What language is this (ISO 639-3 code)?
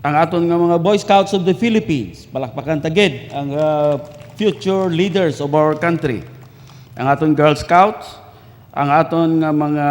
hil